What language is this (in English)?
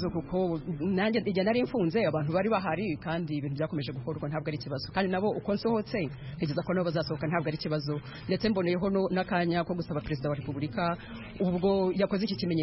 Kinyarwanda